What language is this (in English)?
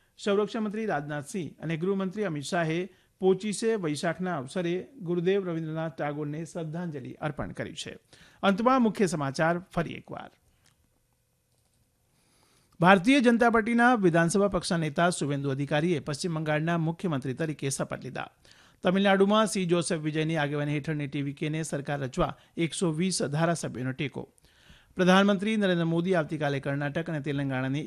Gujarati